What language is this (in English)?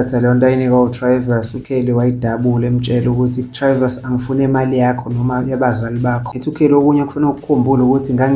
Zulu